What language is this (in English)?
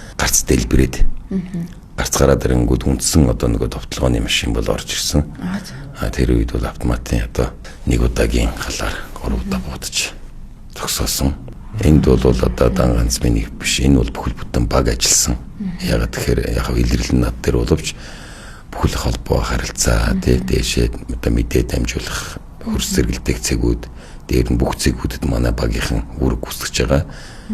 Mongolian